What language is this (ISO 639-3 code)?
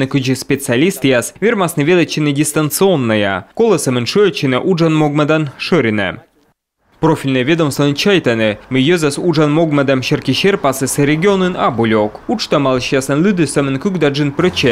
kom